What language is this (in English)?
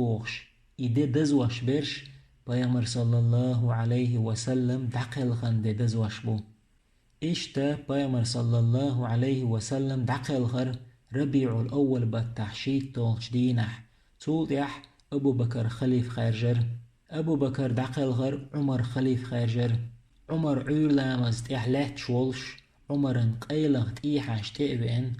Chechen